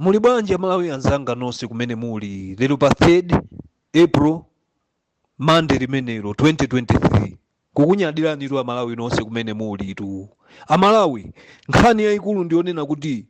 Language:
Nyanja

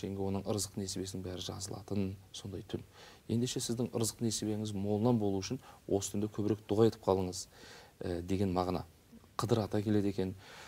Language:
Kazakh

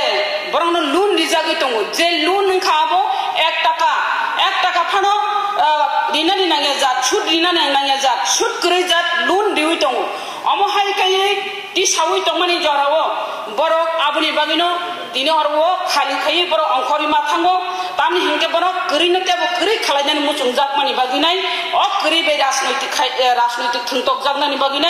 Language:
Kok Borok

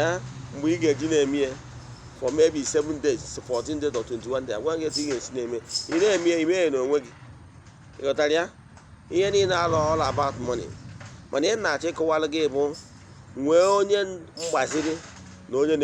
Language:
Igbo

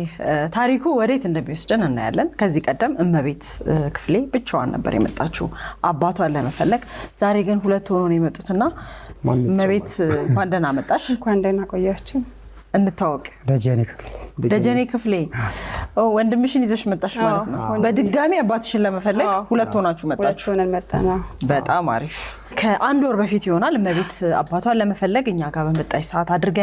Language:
Amharic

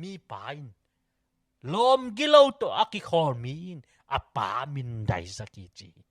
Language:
Tedim Chin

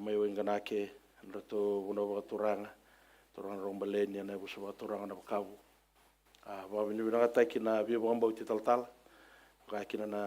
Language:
Fijian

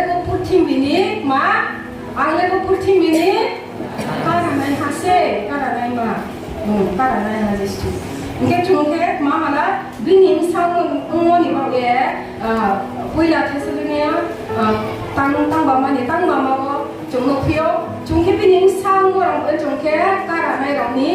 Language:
Riang (India)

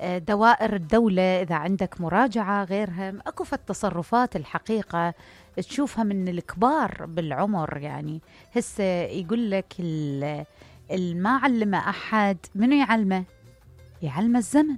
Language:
Mesopotamian Arabic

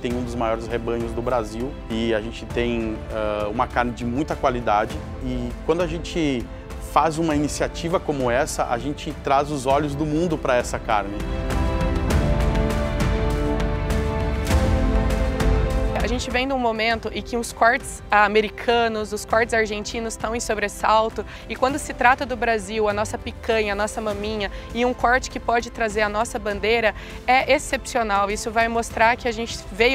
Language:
Portuguese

